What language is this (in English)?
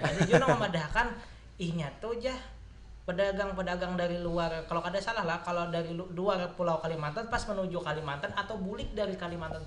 Banjar